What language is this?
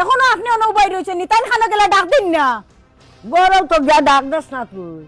Sylheti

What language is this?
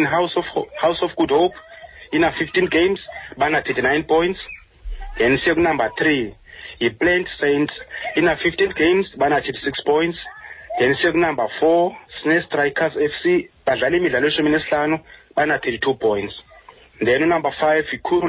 Xhosa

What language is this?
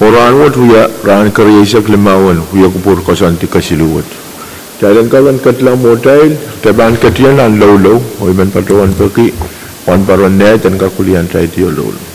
Pohnpeian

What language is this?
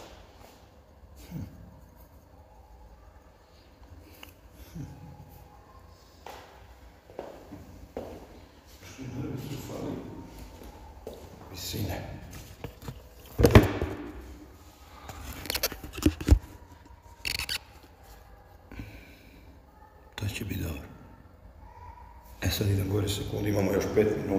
Croatian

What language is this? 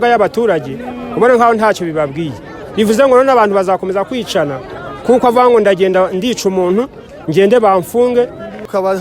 Kinyarwanda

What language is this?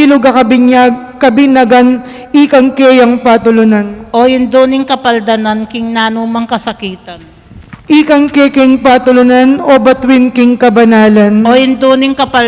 Pampanga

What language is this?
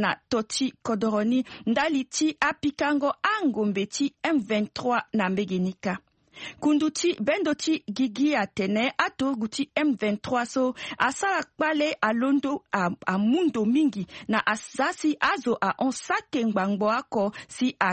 Sango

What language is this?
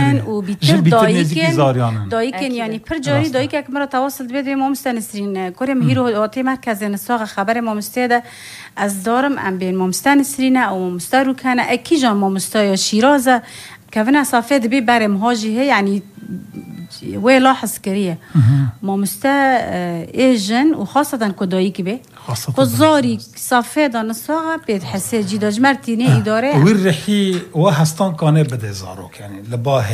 Persian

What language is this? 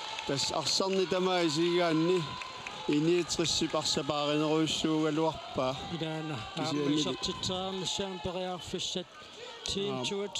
Kalaallisut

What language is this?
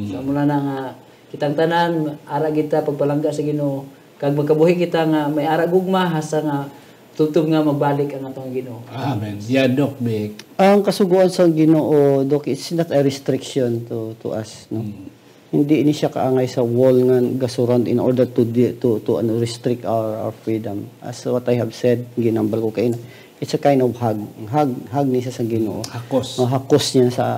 Hiligaynon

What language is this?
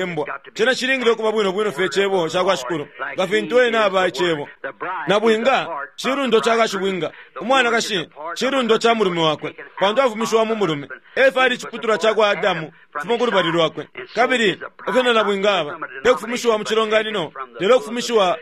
Bemba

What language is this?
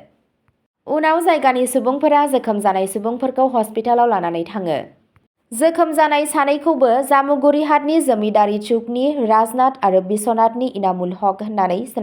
Bodo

